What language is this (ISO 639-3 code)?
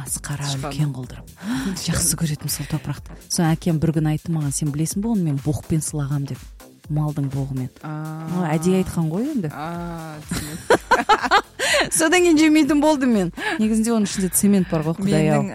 kaz